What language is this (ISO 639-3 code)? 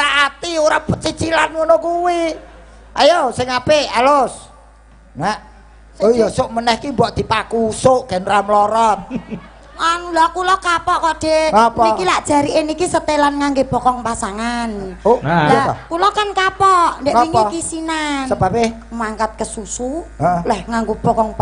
jav